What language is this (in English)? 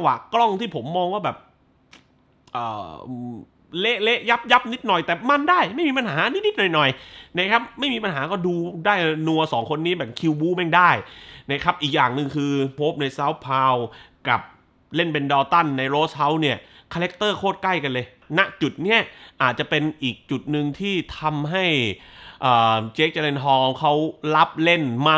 Thai